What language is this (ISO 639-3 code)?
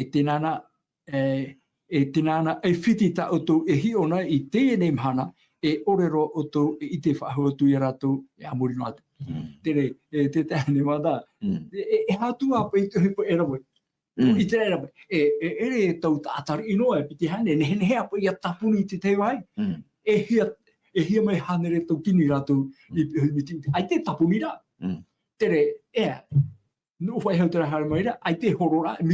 tah